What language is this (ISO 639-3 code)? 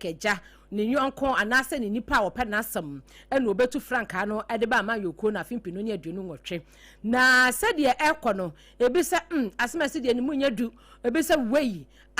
aka